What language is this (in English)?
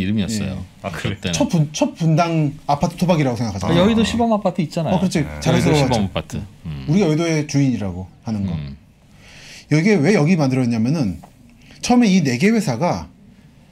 Korean